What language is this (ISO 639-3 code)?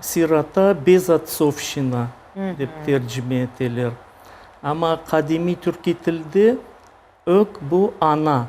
crh